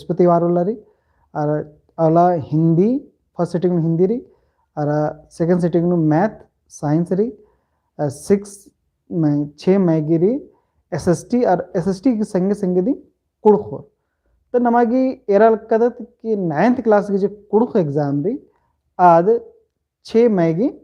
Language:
Kurukh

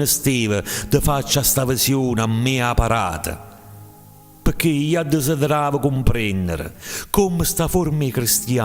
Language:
Neapolitan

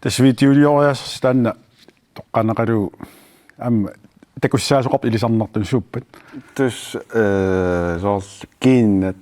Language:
Kalaallisut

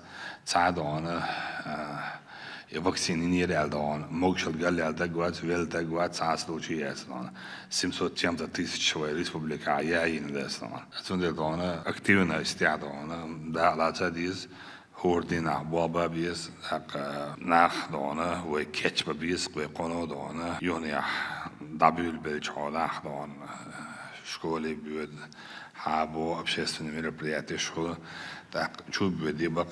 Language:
Chechen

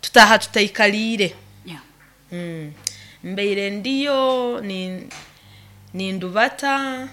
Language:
Nyoro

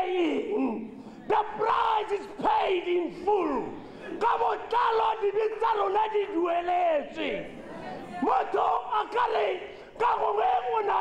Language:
Tswana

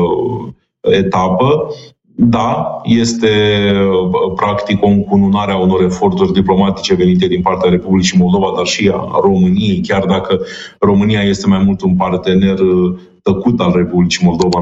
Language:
Romanian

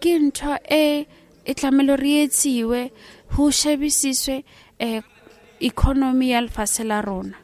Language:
Southern Sotho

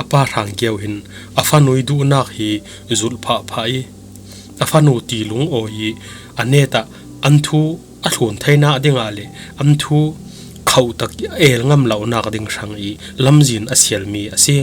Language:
Falam Chin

